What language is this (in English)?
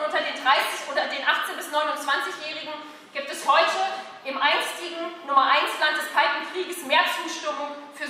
German